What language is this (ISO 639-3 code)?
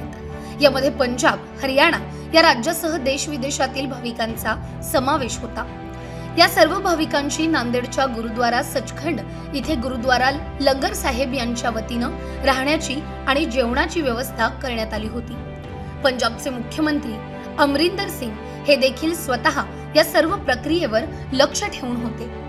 mar